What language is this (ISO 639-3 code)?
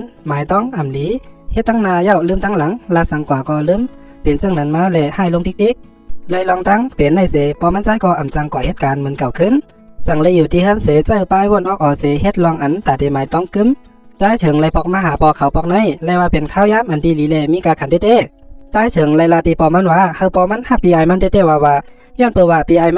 shn